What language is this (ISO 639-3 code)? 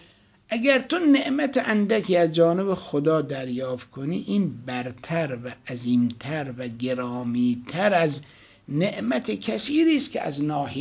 fas